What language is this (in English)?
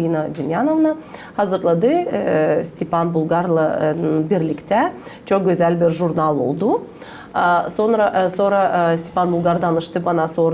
Gagauz